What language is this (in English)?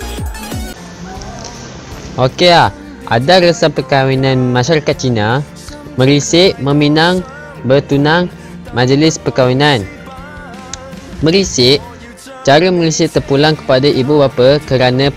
Malay